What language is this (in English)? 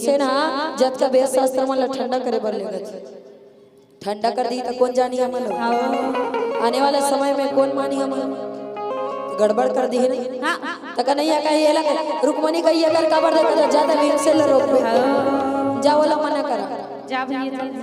Chhattisgarhi